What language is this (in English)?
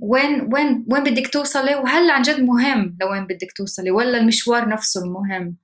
North Levantine Arabic